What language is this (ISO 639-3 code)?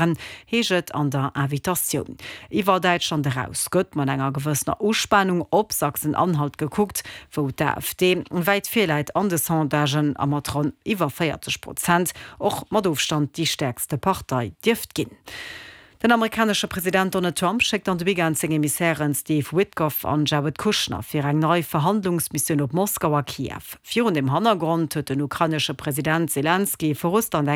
ltz